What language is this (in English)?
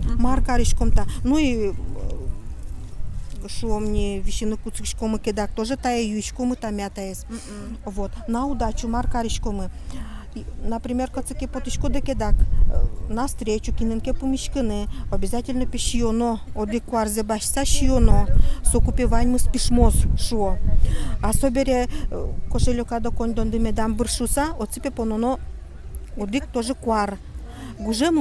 Udmurt